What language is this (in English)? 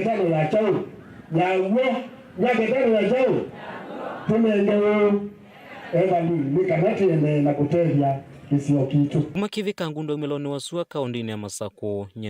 Kamba